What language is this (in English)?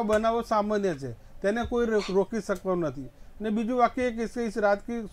Gujarati